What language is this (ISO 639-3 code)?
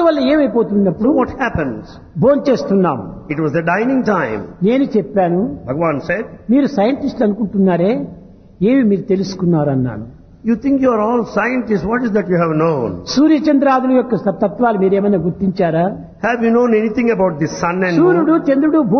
tel